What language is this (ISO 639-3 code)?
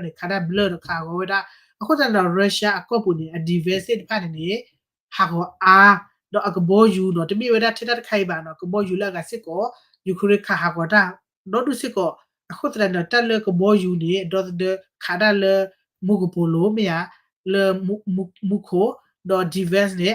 ksw